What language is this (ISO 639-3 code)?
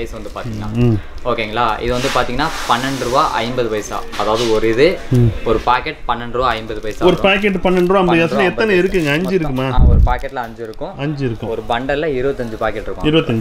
tam